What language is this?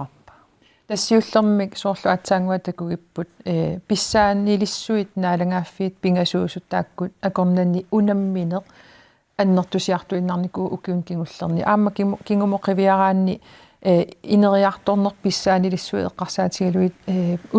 Kalaallisut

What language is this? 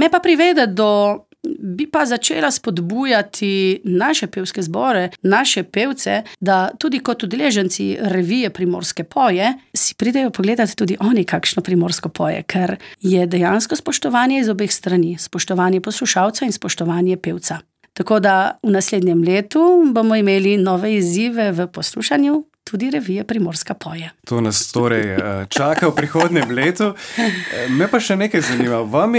Slovenian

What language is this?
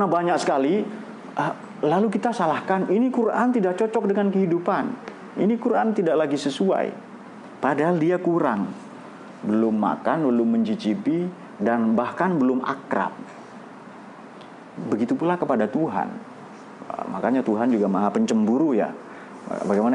Indonesian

